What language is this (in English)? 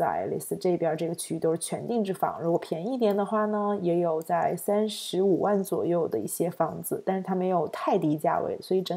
Chinese